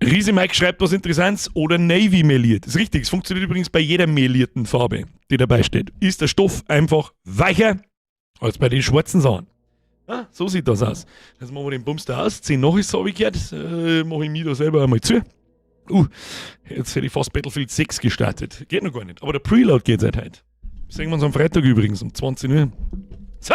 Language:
Bavarian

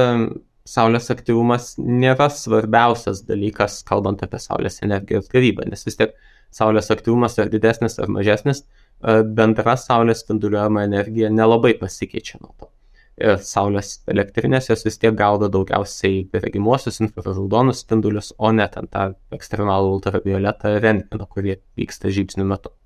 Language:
Lithuanian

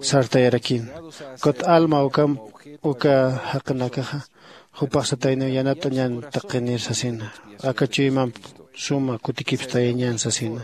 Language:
Aymara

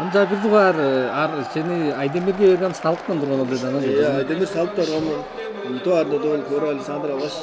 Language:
Tuvinian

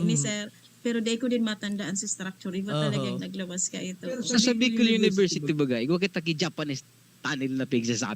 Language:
Bikol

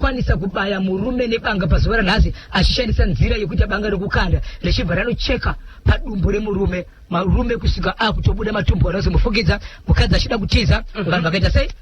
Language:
Shona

